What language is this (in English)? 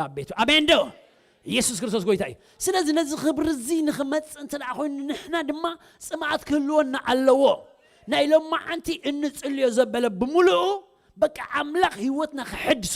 Tigrinya